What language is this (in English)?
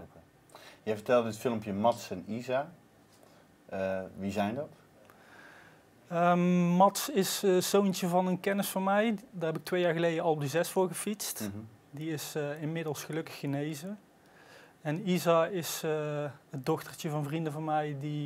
Dutch